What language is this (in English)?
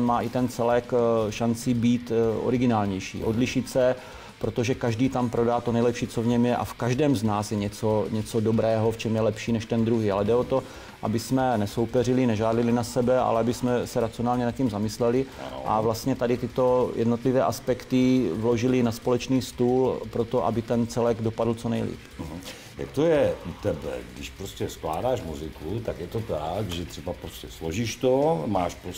Czech